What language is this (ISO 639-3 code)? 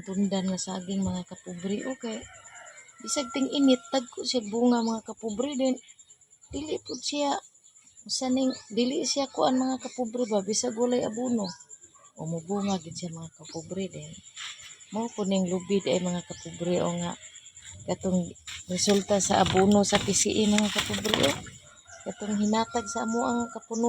ceb